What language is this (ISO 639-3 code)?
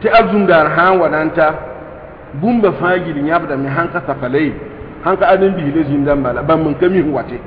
mos